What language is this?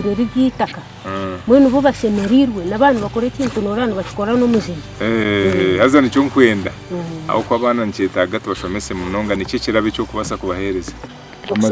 Nyankole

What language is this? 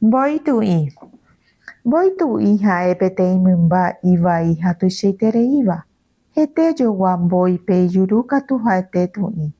Guarani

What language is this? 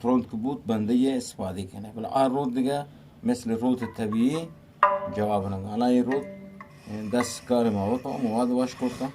Eastern Balochi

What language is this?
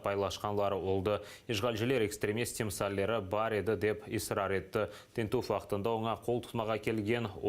Crimean Tatar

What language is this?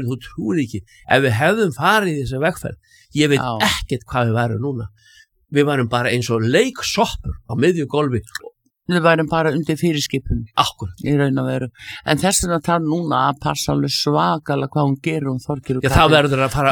Icelandic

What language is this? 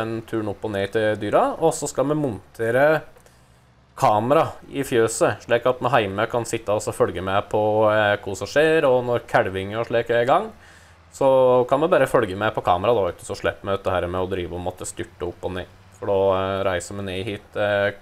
Norwegian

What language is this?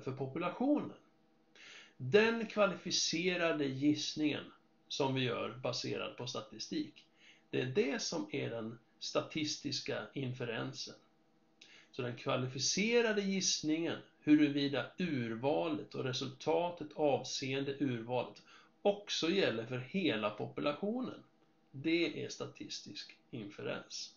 Swedish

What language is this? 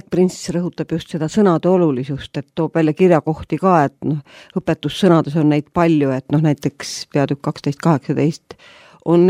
Estonian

